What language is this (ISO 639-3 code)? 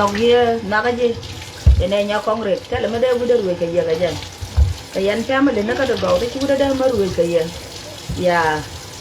nus